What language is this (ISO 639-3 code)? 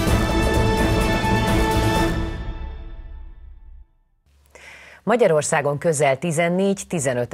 hun